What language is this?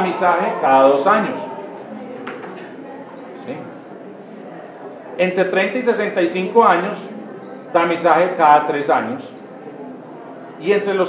Spanish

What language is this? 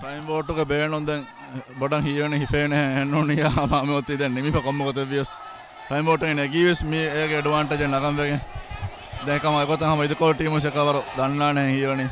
Divehi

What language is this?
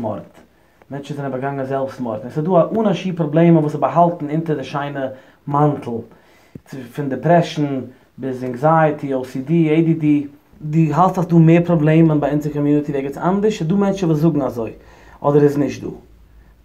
Yiddish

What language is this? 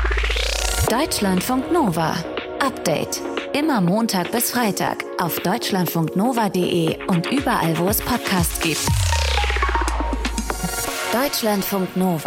German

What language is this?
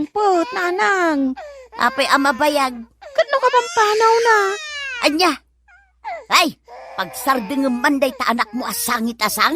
Iloko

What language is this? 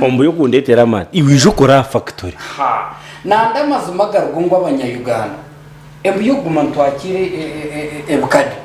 Nyankole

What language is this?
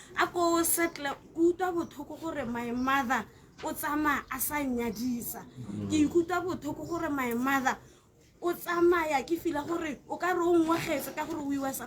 Tswana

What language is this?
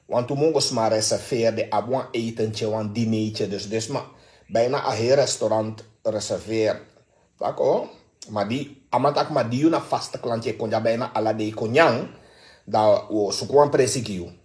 Sranan Tongo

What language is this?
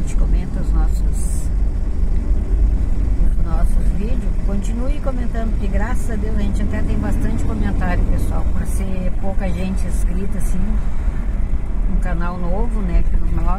Portuguese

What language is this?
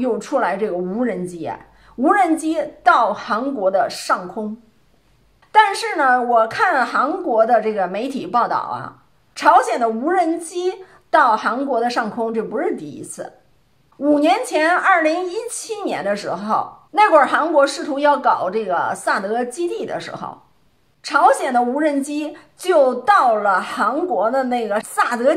Chinese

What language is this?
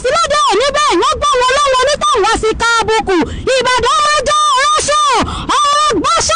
Yoruba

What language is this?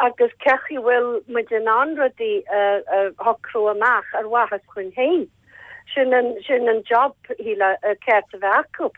Irish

